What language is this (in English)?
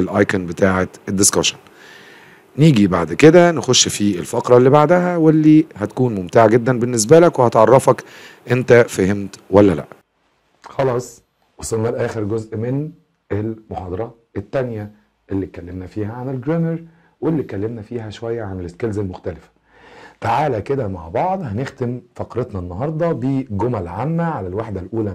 Egyptian Arabic